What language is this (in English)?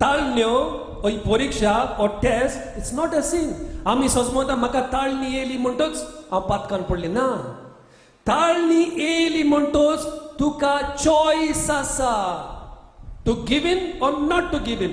Konkani